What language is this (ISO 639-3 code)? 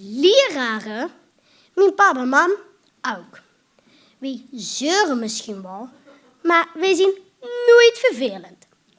lim